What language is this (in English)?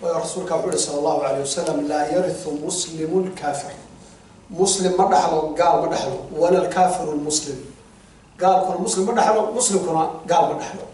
Somali